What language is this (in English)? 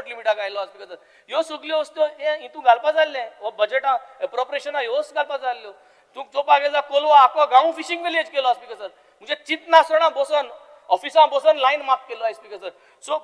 Konkani